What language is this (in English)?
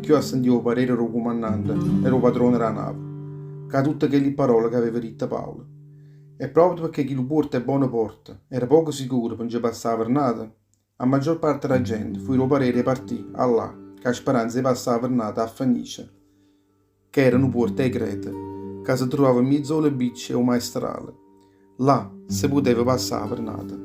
Neapolitan